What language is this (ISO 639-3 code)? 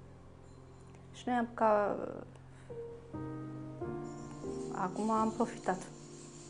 ron